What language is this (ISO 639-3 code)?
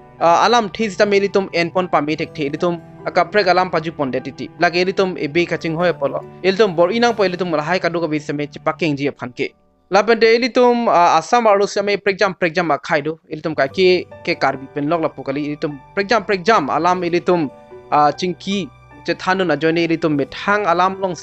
mjw